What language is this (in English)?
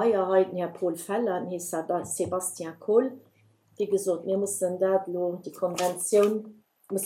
Luxembourgish